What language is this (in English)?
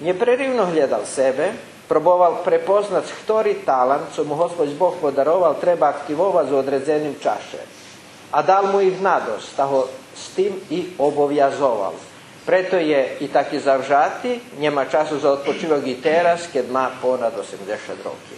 Rusyn